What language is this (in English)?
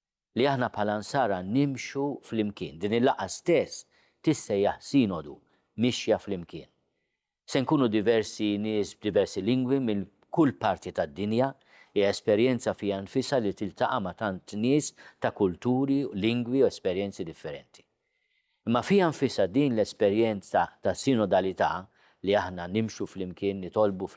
Maltese